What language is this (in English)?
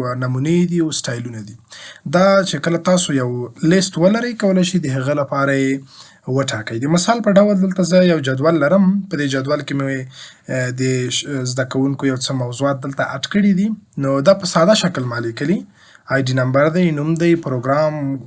Pashto